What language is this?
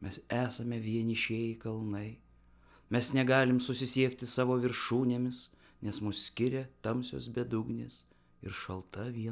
Lithuanian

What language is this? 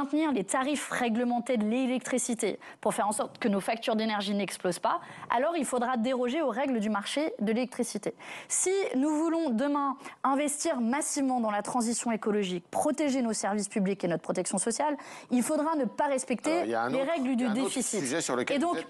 French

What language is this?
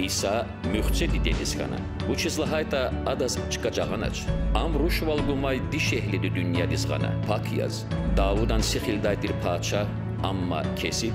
Lezghian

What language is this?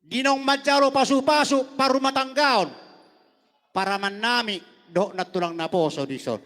Batak Toba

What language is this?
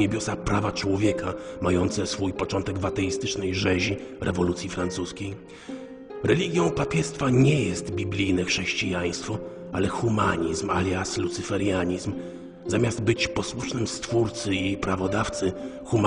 Polish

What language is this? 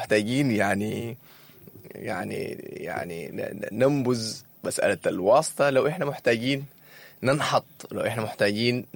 Sudanese Arabic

